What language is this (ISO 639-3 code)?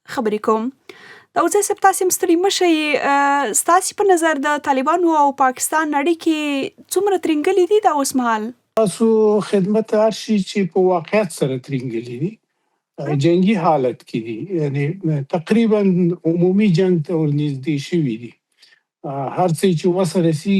pus